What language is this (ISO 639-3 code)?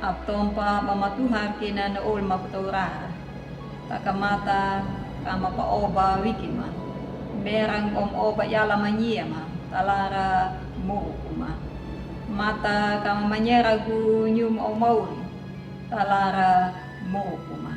akg